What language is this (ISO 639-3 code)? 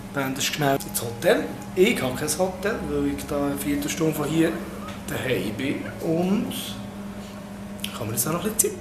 gsw